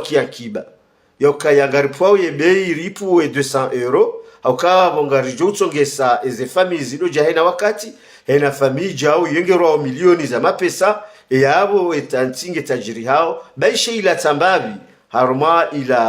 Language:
Ngazidja Comorian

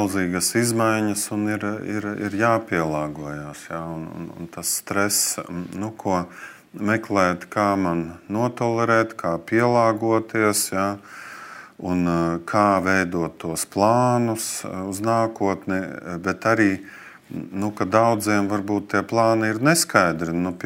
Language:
Latvian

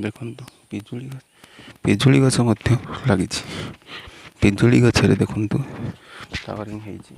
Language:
Odia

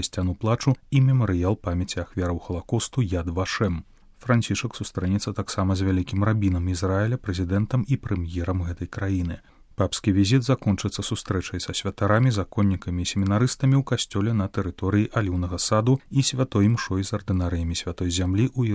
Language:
Belarusian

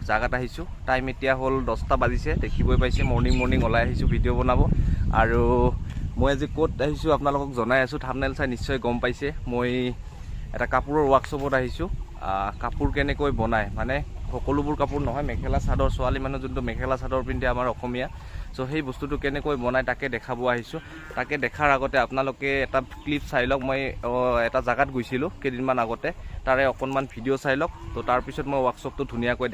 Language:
Assamese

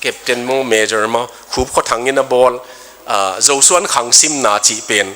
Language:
Tedim Chin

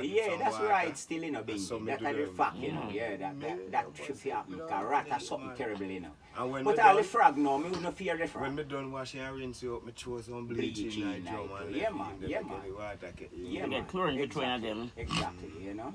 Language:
Jamaican Creole English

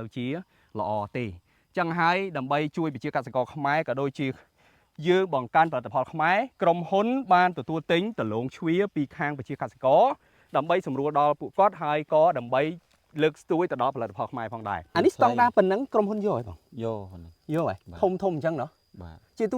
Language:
Khmer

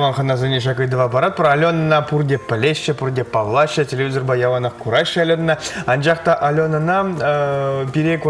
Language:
Chuvash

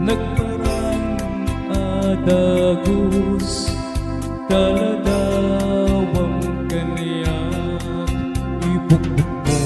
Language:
Iloko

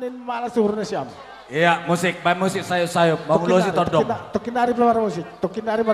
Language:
Batak Simalungun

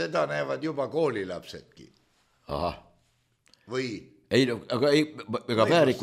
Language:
Estonian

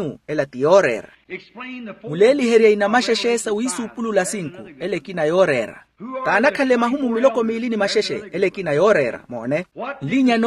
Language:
Makhuwa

